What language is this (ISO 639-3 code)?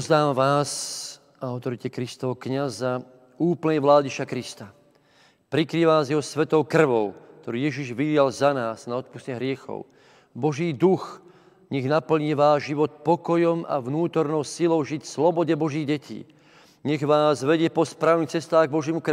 slk